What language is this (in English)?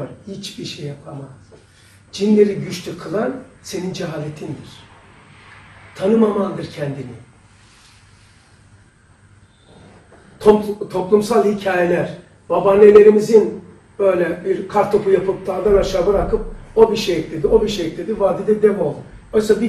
Turkish